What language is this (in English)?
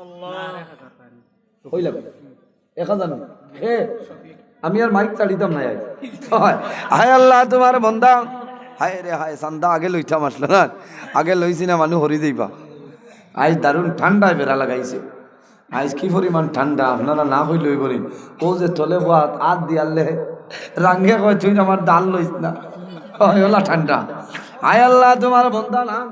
Sylheti